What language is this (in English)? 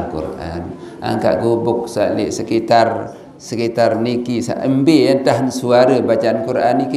Sasak